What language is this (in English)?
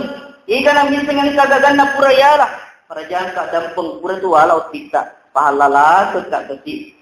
Buginese